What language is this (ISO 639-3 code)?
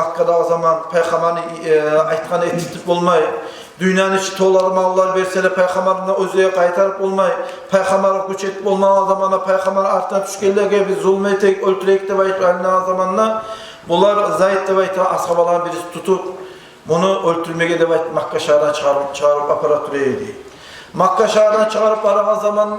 kum